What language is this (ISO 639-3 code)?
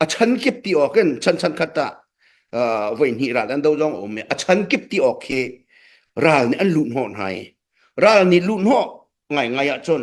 cnh